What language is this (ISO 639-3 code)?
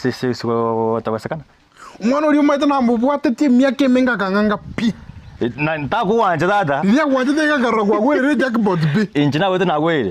guz